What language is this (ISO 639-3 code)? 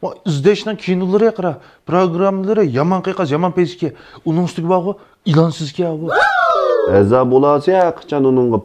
uig